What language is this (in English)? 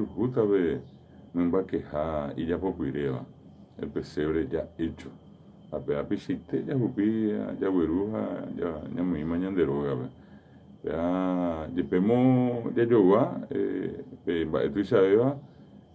Guarani